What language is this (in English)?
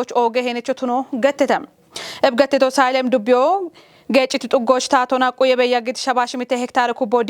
Kafa